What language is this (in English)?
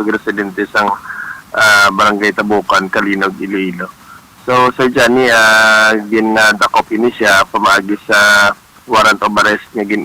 Hiligaynon